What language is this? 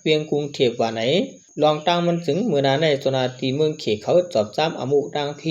Shan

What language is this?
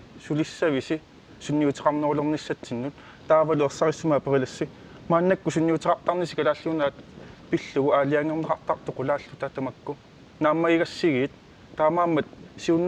Kalaallisut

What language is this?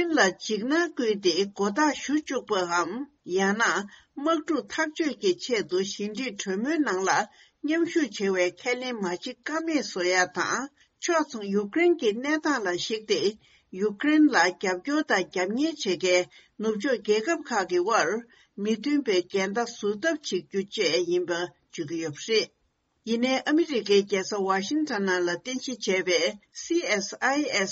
Tibetan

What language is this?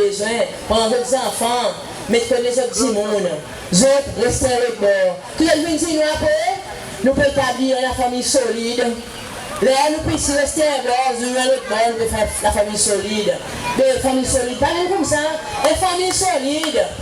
Seselwa Creole French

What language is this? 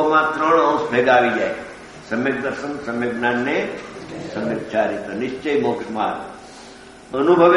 Gujarati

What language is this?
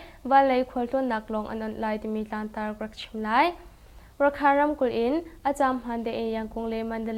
Hakha Chin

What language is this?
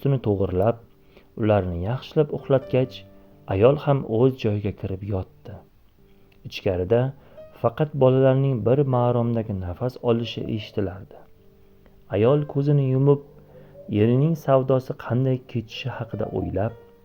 Uzbek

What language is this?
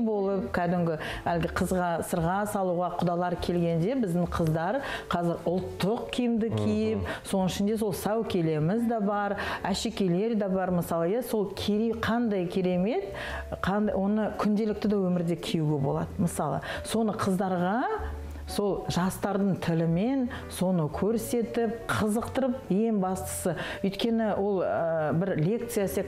Kazakh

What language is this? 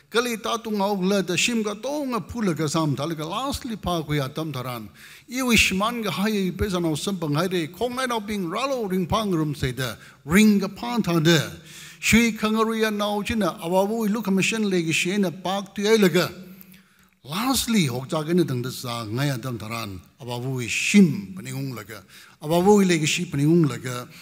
Tangkhul Naga (India)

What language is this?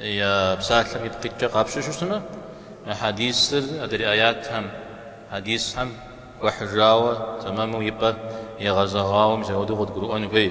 Kabardian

